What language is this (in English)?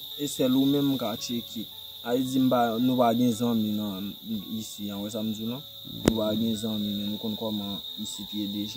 Haitian Creole